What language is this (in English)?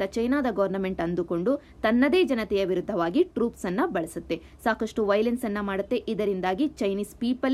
Kannada